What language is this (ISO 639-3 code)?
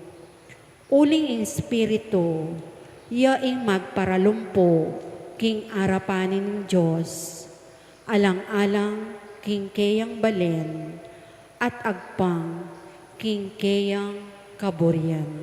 pam